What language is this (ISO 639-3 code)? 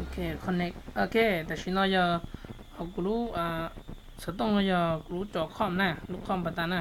hmn